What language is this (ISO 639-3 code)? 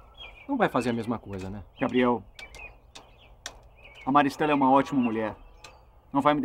por